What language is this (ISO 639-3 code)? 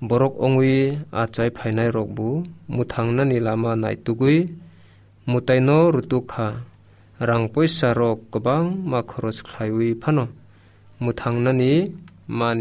trp